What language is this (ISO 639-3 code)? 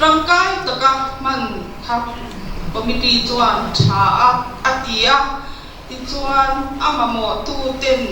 lus